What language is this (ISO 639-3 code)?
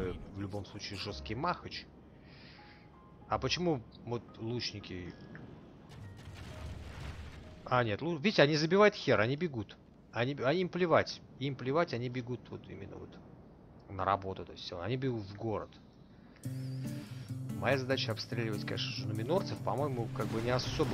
rus